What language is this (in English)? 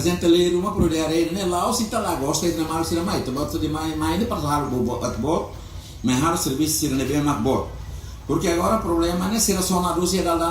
Tetum